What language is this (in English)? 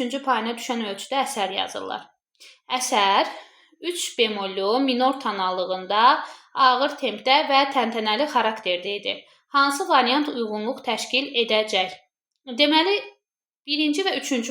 Azerbaijani